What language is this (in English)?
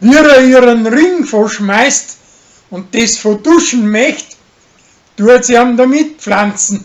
Bavarian